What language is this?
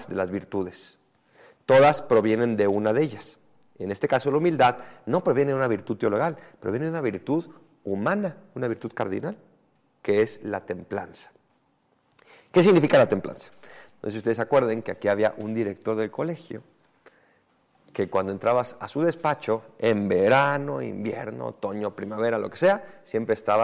Spanish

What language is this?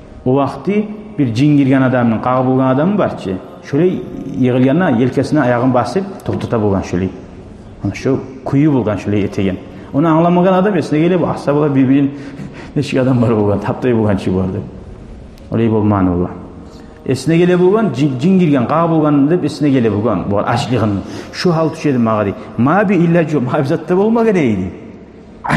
Kumyk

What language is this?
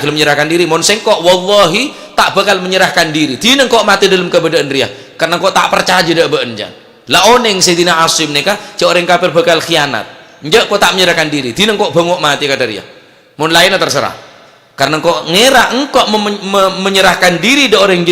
Madurese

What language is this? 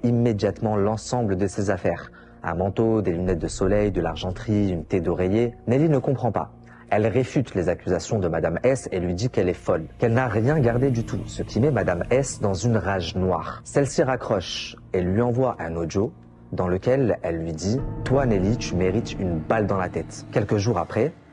French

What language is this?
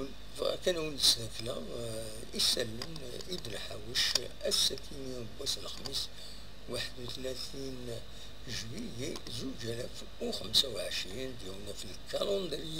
Kabyle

